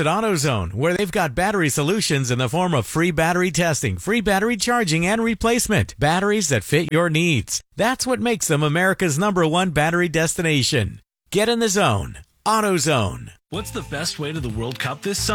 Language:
English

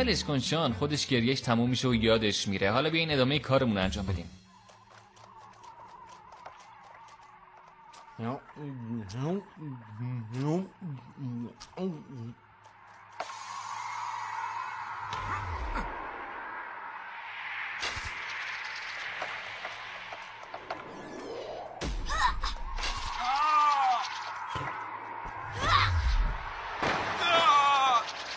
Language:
Persian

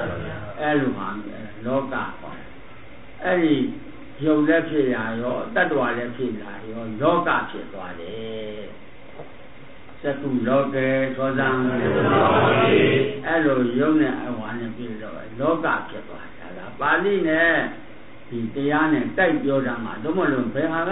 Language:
Burmese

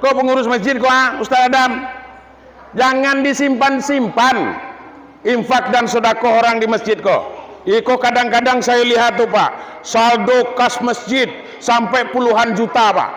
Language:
Minangkabau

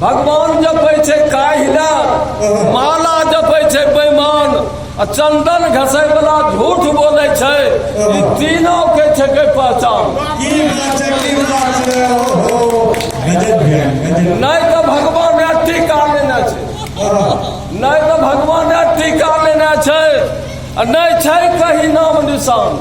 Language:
Angika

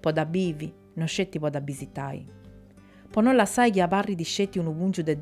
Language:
Sardinian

